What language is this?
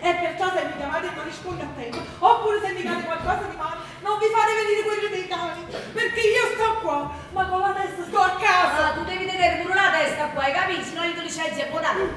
Neapolitan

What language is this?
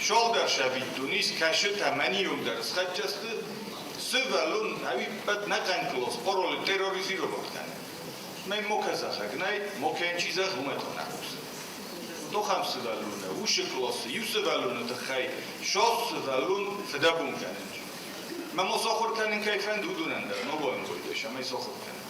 Ossetic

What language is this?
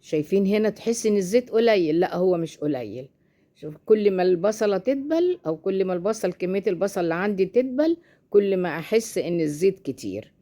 Egyptian Arabic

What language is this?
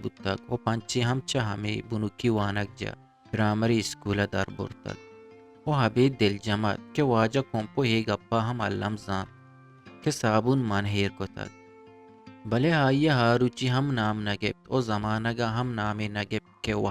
Eastern Balochi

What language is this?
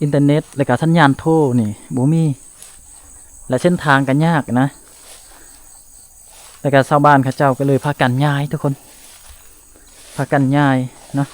Lao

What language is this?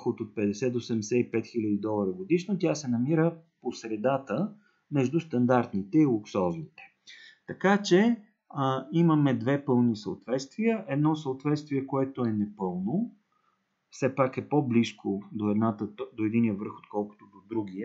Bulgarian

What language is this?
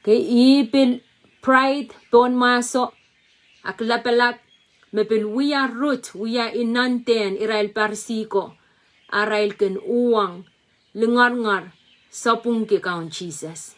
Pohnpeian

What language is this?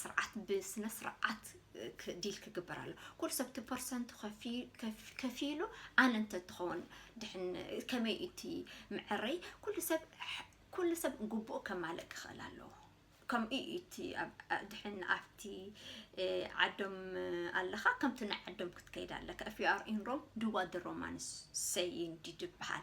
Tigrinya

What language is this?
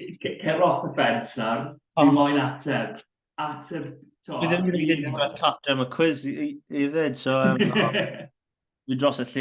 Welsh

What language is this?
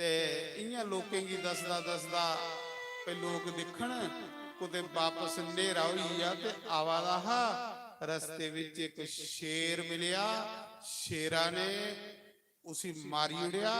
Dogri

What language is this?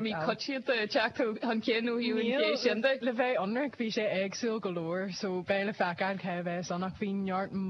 Irish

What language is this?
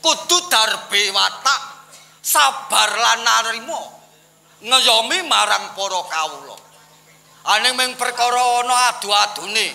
Javanese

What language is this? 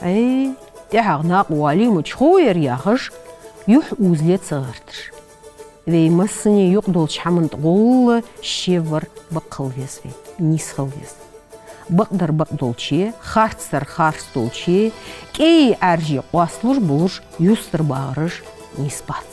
Ingush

